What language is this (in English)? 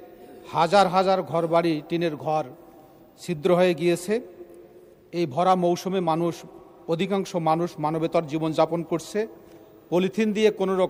Bangla